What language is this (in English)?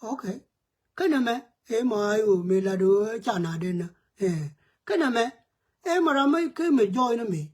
Nuer